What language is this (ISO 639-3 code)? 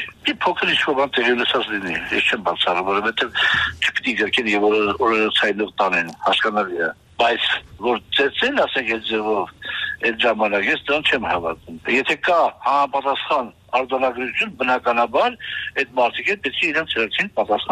hye